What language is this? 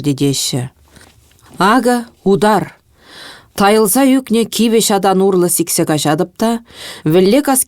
Chuvash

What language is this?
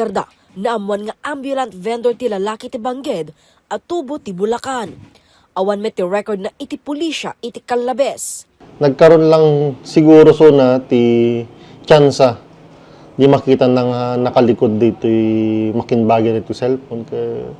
Iloko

